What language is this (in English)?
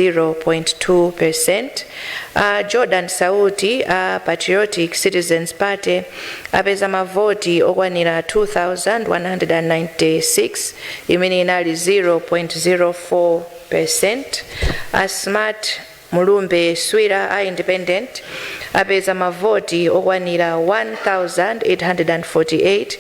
Nyanja